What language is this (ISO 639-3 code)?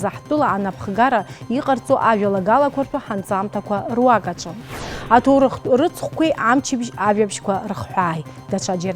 abk